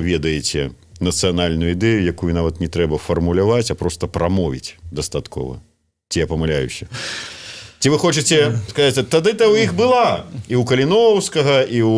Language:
Belarusian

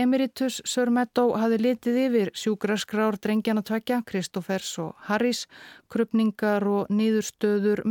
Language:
Icelandic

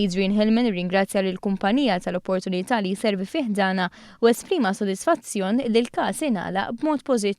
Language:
Maltese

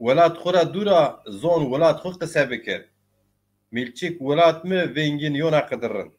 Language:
Zaza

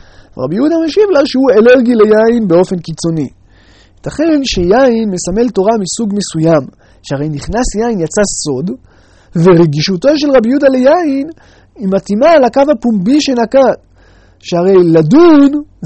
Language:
Hebrew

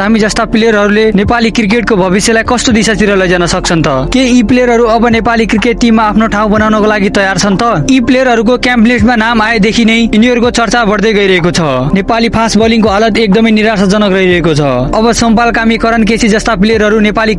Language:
Nepali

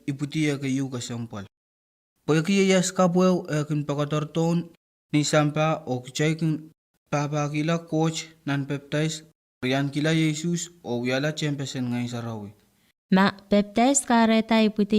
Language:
Pohnpeian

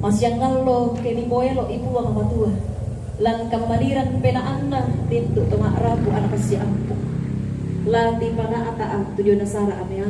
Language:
Toraja-Sa'dan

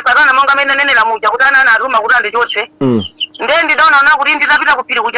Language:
Nyanja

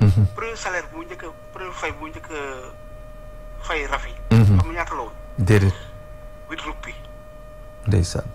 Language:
Wolof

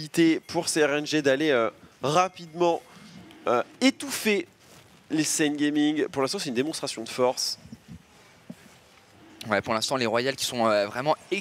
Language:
French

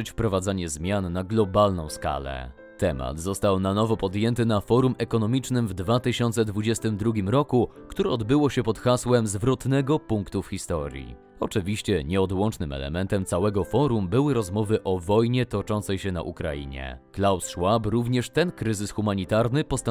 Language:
Polish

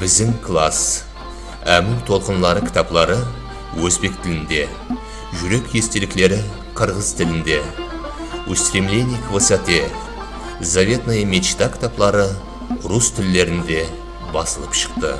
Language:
Kara-Kalpak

